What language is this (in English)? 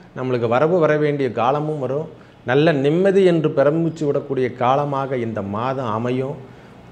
Tamil